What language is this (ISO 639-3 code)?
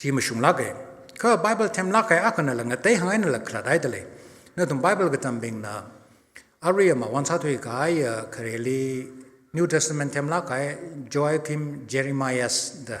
nmf